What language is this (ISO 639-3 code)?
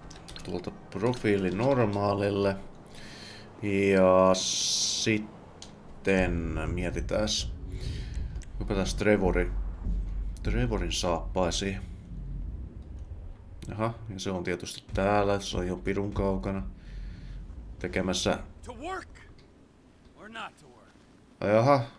fin